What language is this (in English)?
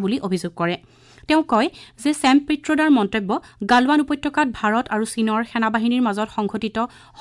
Assamese